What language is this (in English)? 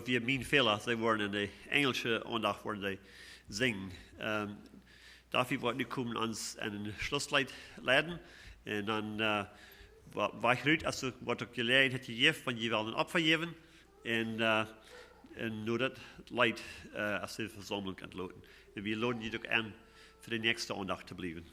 Plautdietsch